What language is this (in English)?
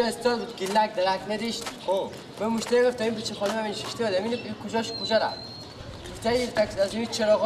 Persian